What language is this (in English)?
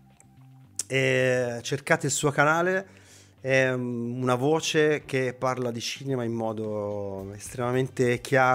Italian